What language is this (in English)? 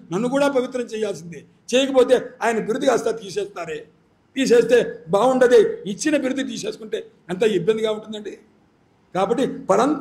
Telugu